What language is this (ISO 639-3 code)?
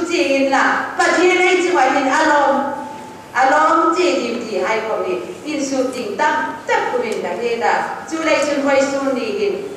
hmr